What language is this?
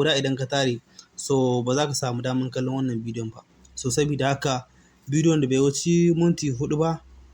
Hausa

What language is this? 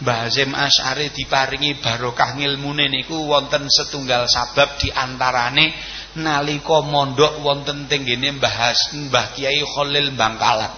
Javanese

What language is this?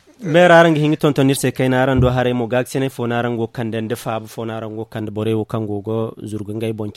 Zarma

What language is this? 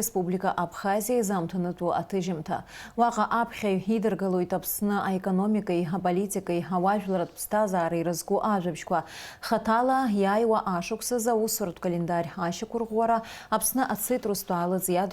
Abkhazian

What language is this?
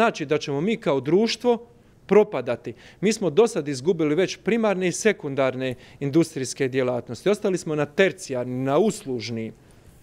Croatian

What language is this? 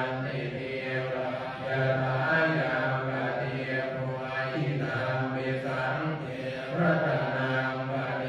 Pali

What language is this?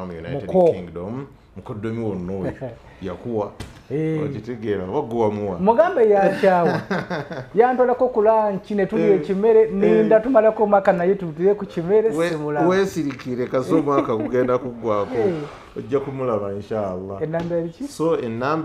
Ganda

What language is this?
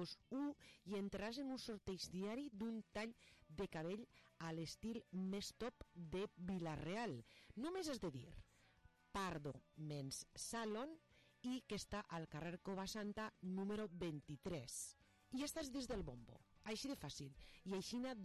Catalan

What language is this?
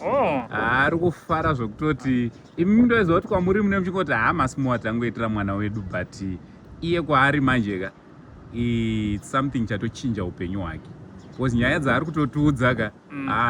Shona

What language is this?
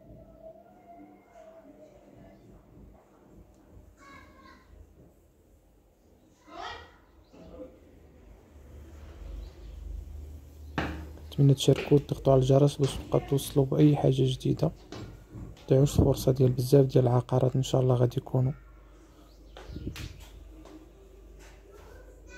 Moroccan Arabic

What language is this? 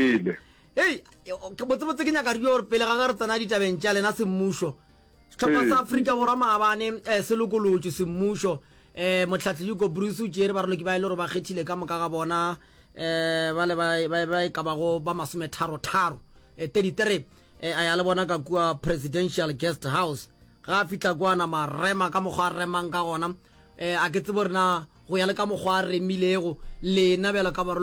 Northern Sotho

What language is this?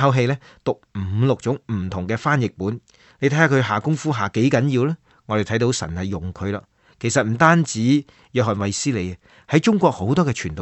Cantonese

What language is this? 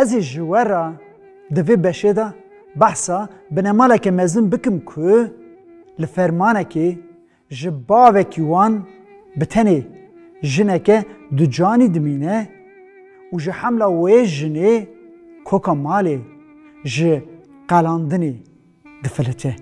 Kurdish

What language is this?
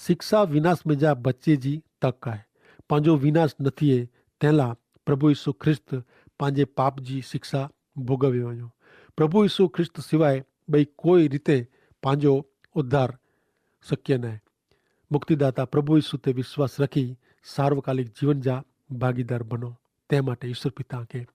Kachhi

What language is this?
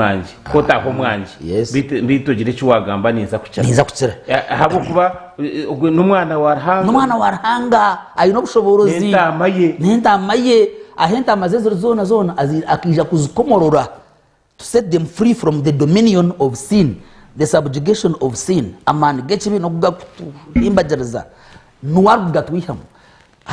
Nyankole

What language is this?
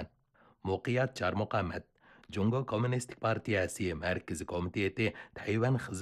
Uyghur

